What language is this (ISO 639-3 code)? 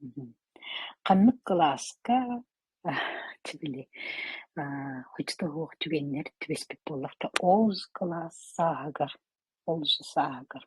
sah